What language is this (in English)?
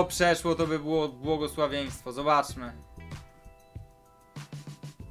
Polish